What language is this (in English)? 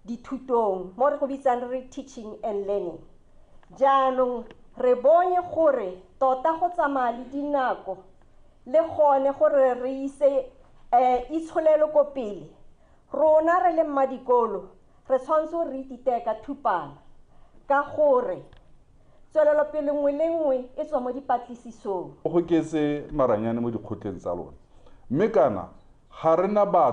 Tswana